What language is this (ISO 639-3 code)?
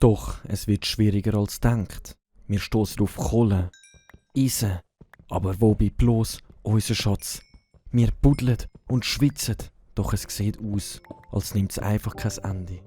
gsw